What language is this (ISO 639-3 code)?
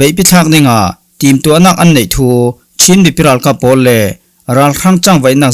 cfm